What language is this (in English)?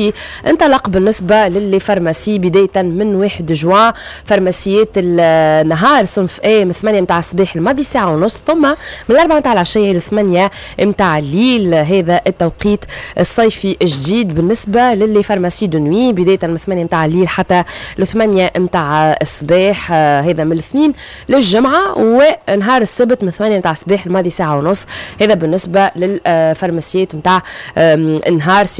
Tunisian Arabic